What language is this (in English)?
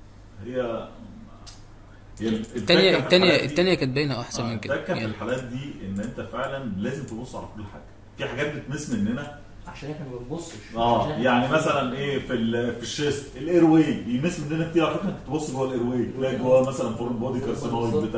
Egyptian Arabic